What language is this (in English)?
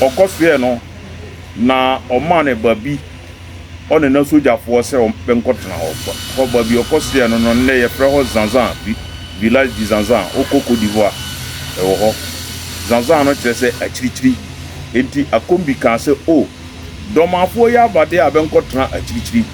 Akan